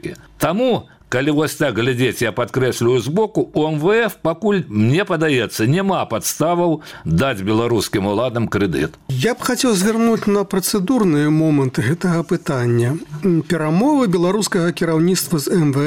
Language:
Belarusian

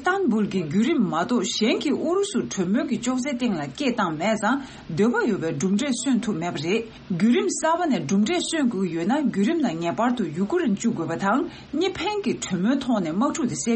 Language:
Tibetan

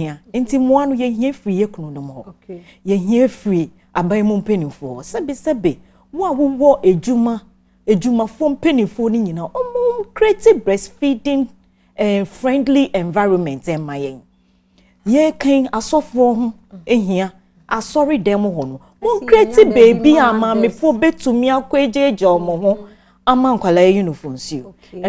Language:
Akan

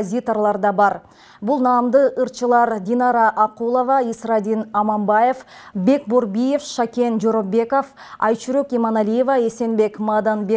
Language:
Kyrgyz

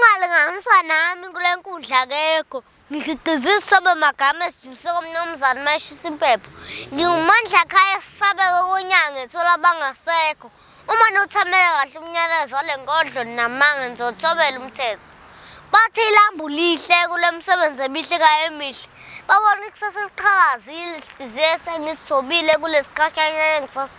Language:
Zulu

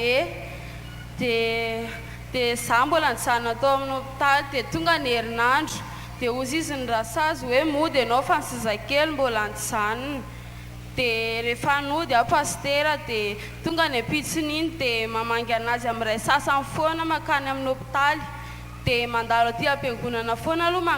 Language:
Malagasy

